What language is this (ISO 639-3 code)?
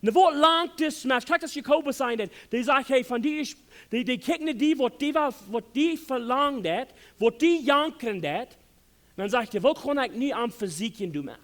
pdt